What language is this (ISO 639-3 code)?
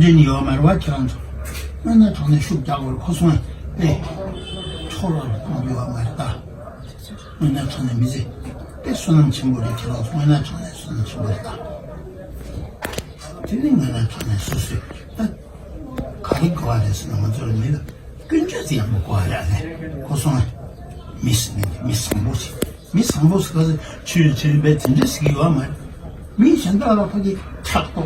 bod